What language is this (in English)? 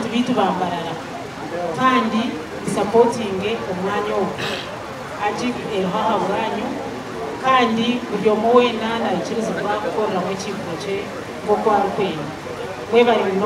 Nyankole